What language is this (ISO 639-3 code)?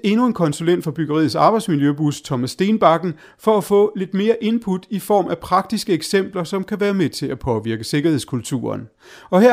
dan